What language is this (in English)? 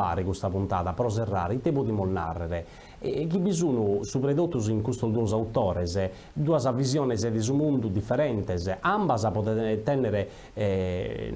Sardinian